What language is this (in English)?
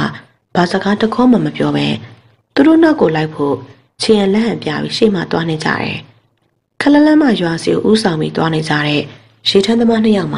Burmese